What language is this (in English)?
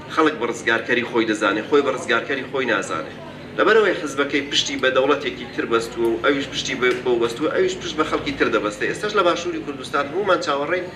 Central Kurdish